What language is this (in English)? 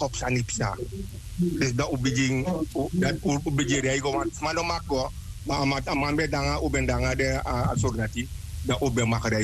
Sranan Tongo